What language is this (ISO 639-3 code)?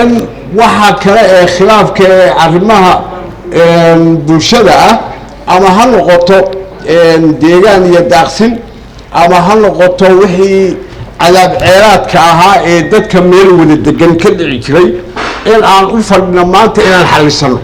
som